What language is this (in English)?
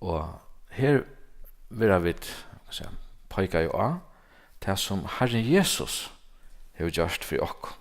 Faroese